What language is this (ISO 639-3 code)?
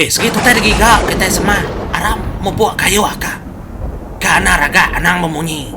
iba